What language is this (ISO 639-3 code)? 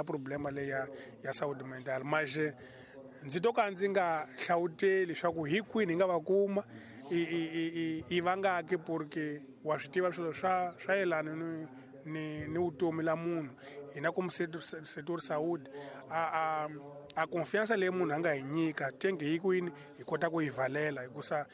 tso